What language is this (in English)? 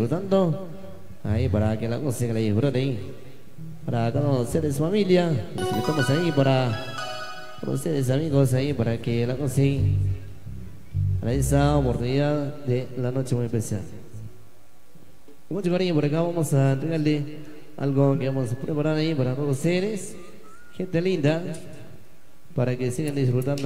Spanish